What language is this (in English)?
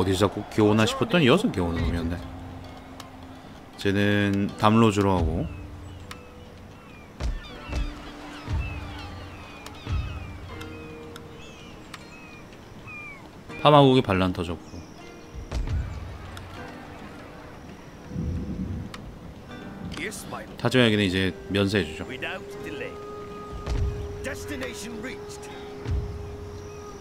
Korean